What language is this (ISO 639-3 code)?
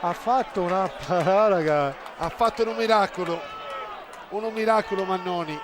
srd